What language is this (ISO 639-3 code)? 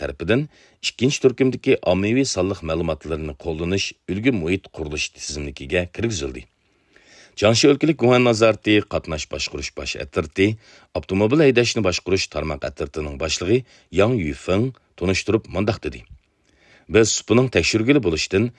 uig